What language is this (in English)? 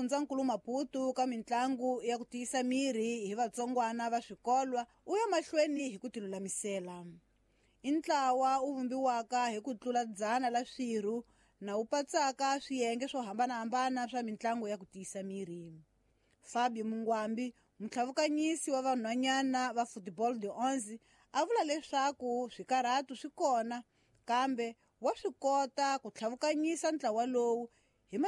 Tsonga